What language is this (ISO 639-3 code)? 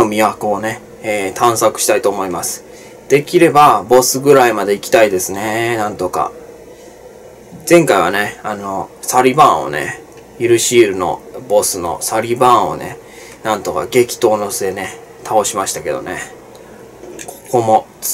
jpn